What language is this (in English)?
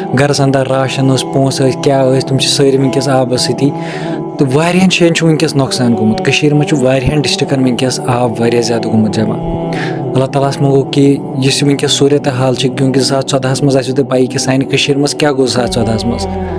Kashmiri